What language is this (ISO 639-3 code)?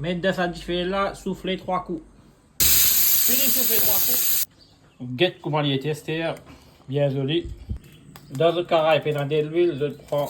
mfe